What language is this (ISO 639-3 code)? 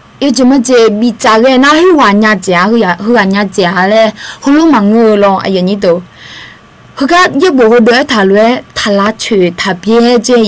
ahk